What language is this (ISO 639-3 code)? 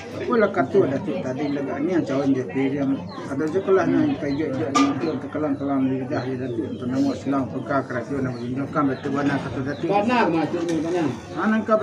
min